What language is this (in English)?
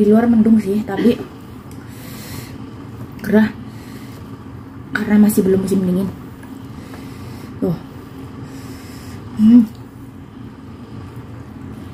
Indonesian